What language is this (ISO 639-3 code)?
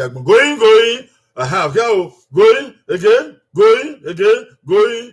bin